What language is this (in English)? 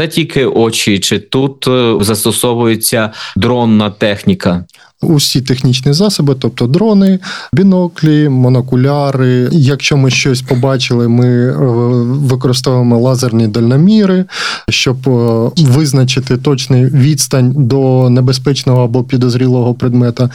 Ukrainian